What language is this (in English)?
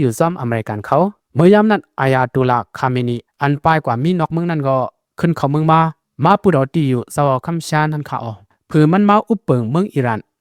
Shan